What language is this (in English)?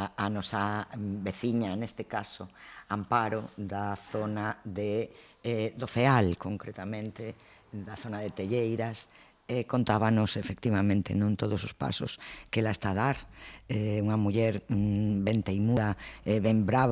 Galician